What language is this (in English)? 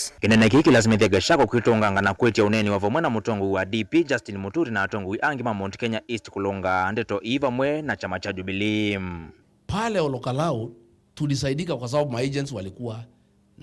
Kamba